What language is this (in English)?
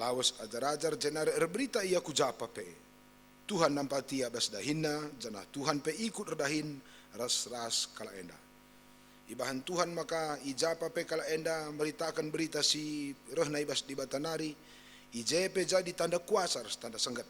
Batak Karo